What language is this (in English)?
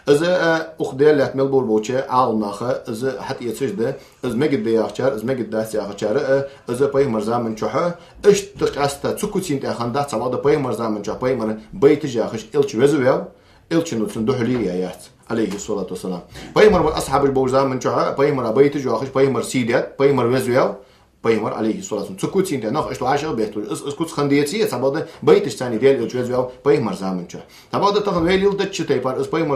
Ingush